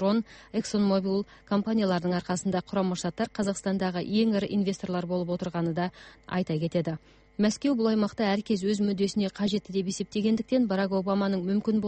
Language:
Kazakh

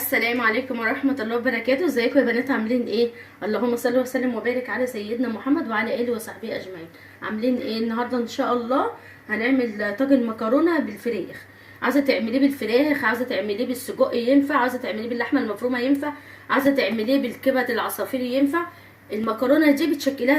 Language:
Egyptian Arabic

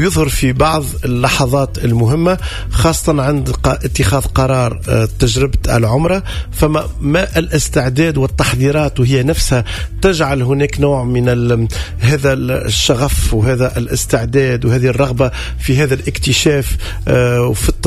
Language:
Tunisian Arabic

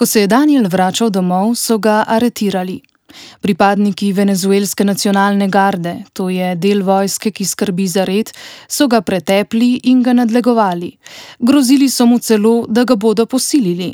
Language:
Slovenian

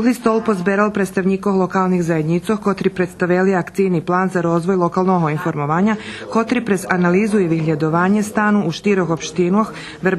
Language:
Rusyn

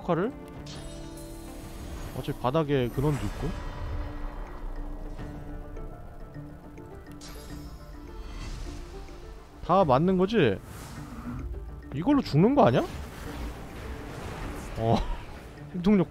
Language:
Korean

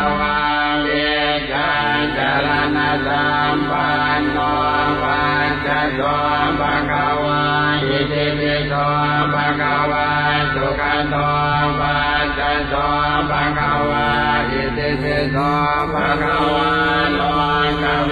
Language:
Pali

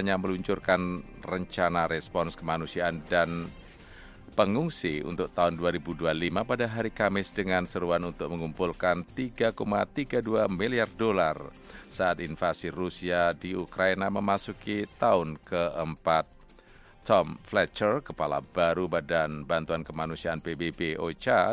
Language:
Indonesian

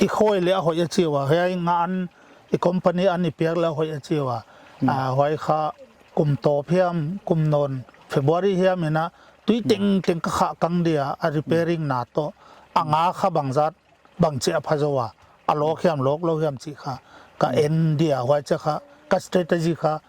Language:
Paite Chin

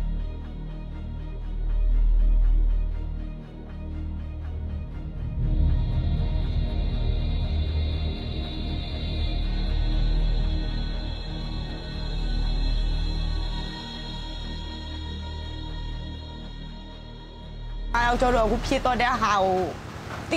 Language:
Burmese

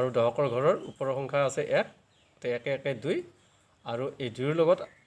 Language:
Assamese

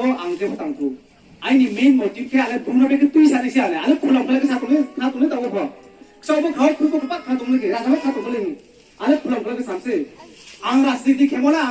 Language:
Riang (India)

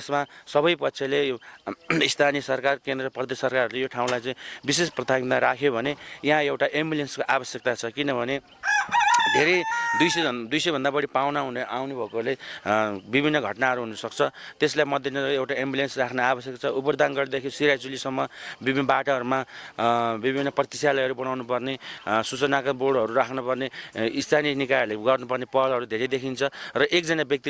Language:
Nepali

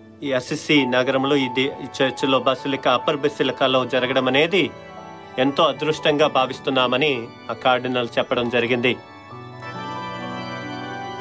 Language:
Telugu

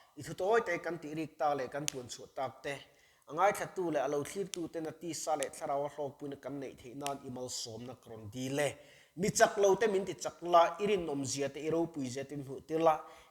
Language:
Mizo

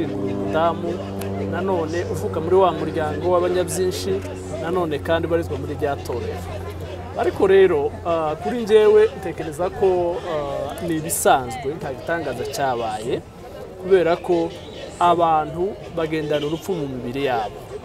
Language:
Kinyarwanda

